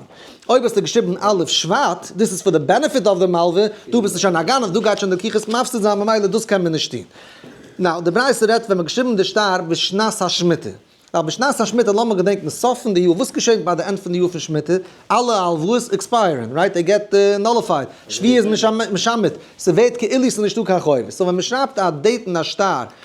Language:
Yiddish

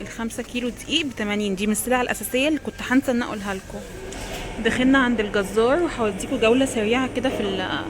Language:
Egyptian Arabic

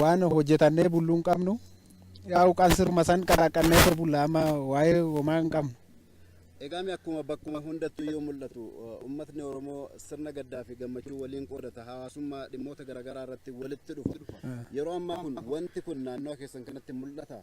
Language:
Oromo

